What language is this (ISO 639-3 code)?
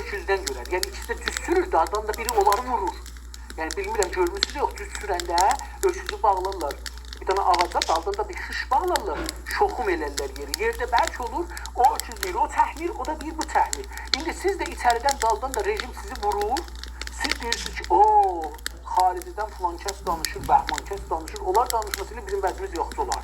azb